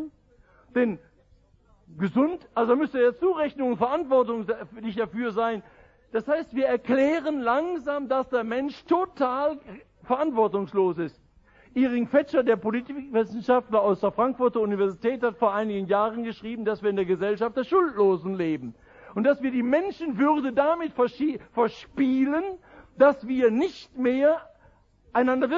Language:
German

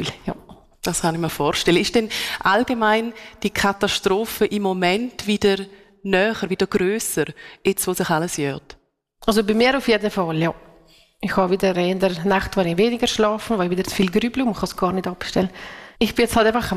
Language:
German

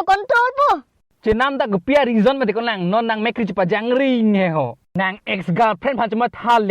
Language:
Karbi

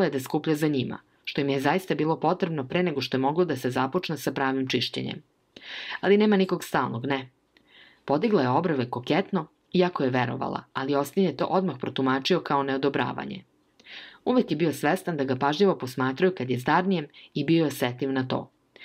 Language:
Serbian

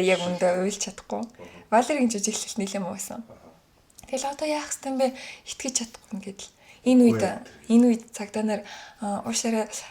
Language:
Mongolian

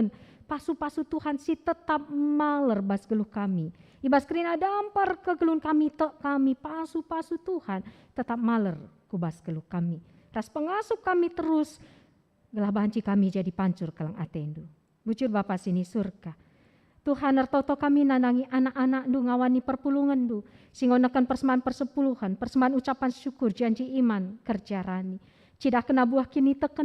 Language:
Batak Karo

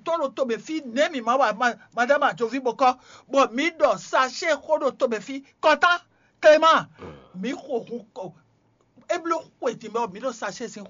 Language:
Fon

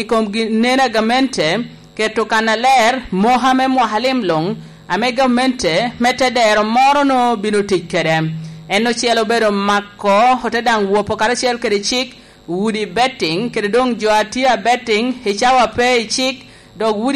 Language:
Lango (Uganda)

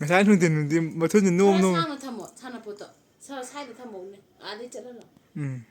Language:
Manipuri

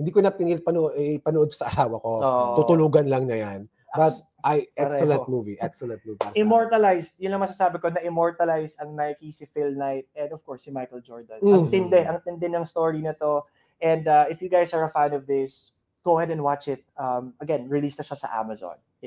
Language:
Filipino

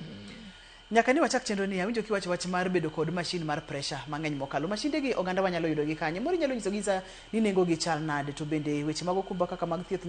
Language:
Luo (Kenya and Tanzania)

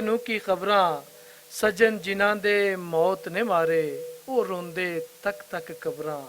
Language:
Western Panjabi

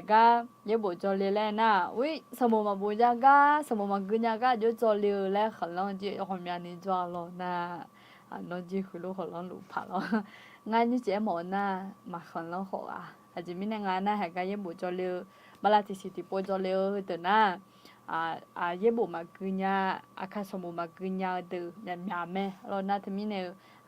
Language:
Akha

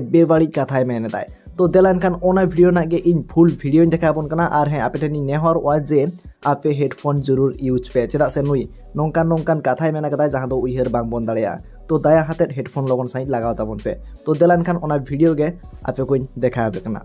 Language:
Santali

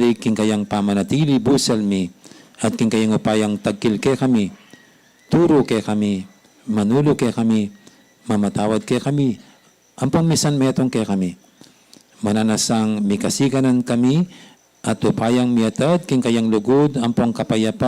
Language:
Pampanga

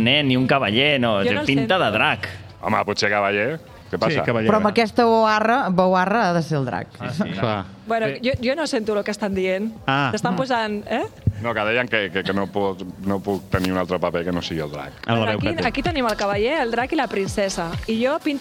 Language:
Catalan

